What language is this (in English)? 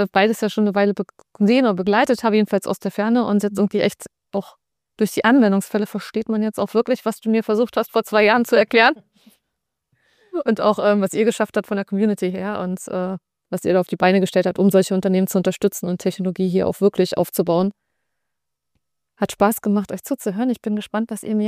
German